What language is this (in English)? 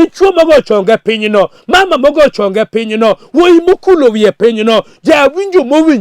Luo (Kenya and Tanzania)